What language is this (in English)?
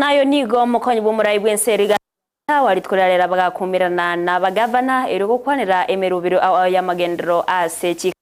Gusii